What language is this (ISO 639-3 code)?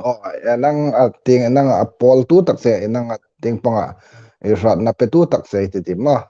hmr